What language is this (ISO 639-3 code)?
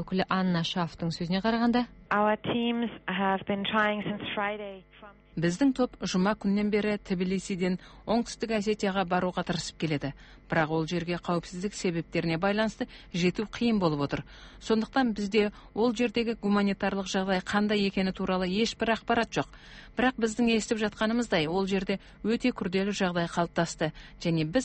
kaz